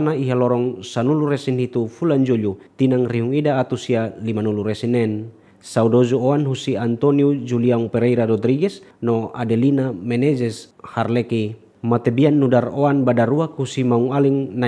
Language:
Tetum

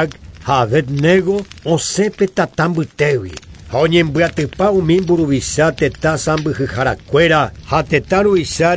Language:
Guarani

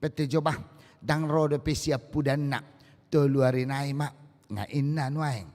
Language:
Batak Toba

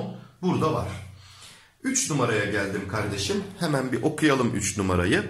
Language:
Turkish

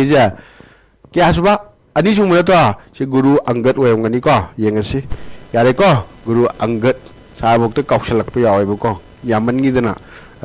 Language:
Manipuri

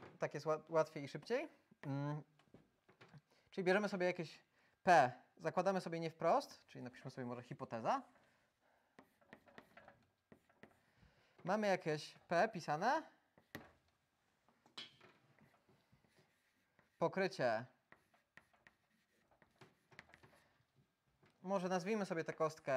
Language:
Polish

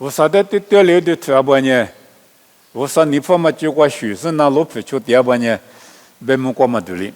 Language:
Lisu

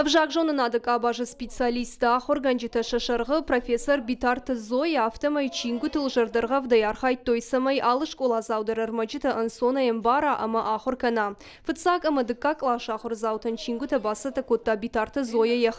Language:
Ossetic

